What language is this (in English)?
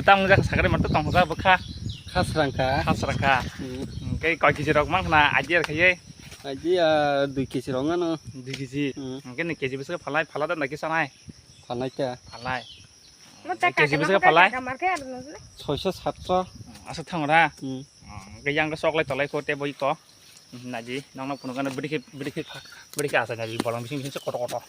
Kok Borok